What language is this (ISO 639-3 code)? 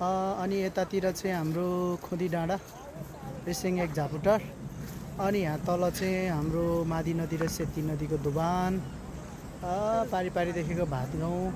nep